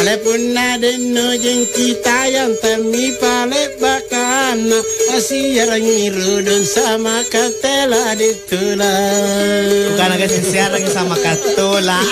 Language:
Makasar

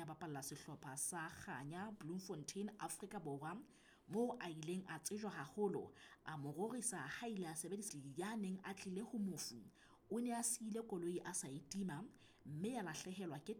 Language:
Southern Sotho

